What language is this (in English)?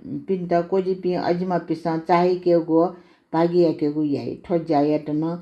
Newari